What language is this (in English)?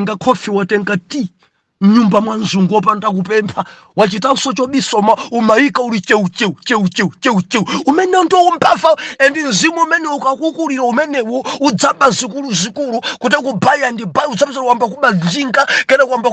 Nyanja